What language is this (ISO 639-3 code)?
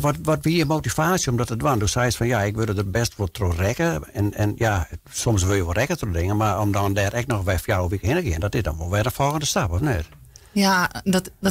fry